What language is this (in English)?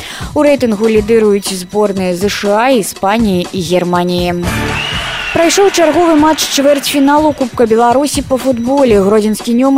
Belarusian